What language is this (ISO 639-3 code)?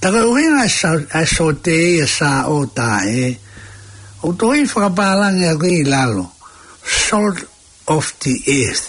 ton